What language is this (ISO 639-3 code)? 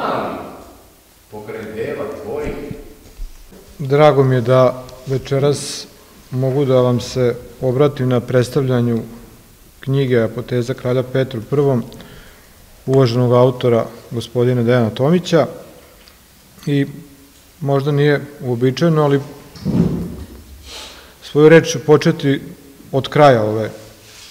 srp